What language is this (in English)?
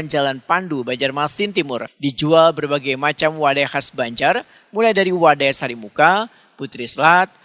Banjar